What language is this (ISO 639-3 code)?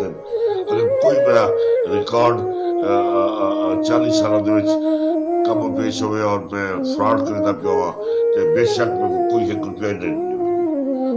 lah